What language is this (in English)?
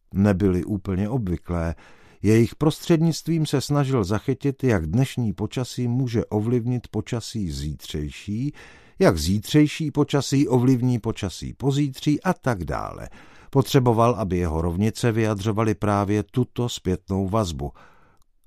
Czech